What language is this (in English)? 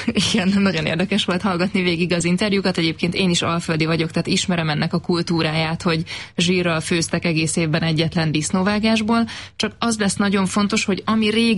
Hungarian